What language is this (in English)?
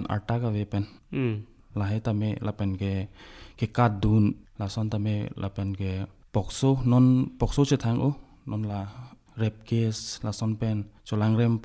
Karbi